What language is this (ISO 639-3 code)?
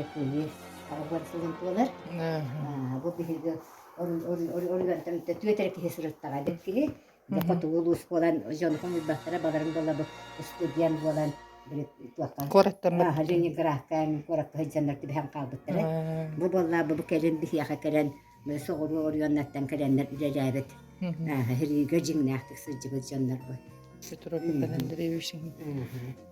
sah